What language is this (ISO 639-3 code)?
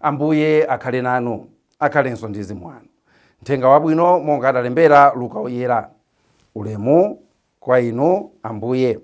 nya